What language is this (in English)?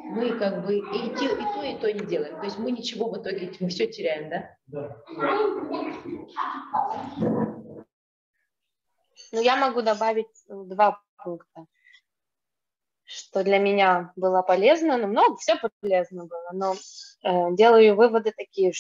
Russian